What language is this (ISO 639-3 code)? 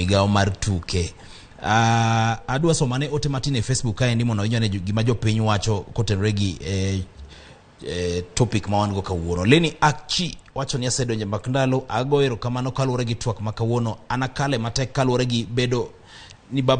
luo